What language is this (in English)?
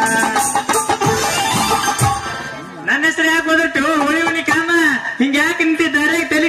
Kannada